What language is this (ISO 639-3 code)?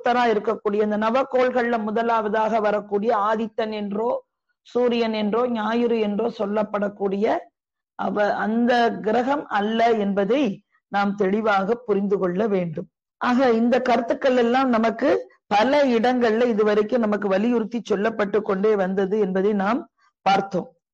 tam